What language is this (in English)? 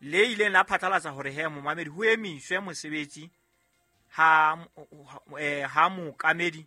Southern Sotho